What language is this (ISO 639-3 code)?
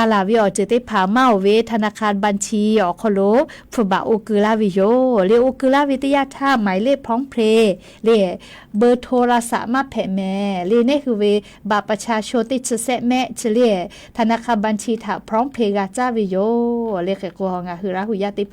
lhu